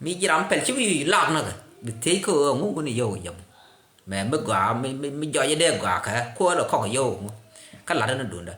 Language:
Nuer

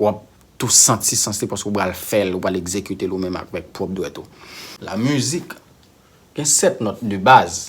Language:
Haitian Creole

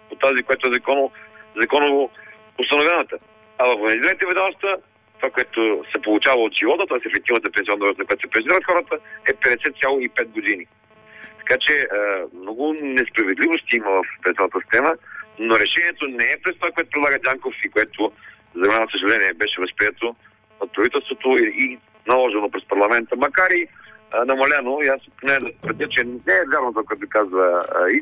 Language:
Bulgarian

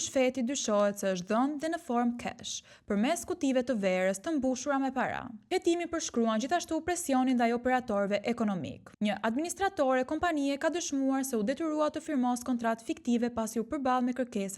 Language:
Albanian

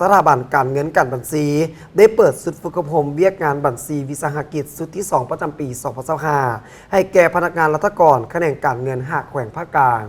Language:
Lao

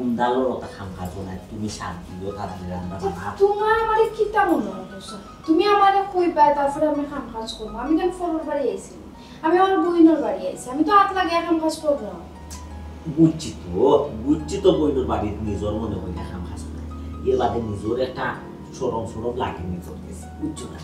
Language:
Sylheti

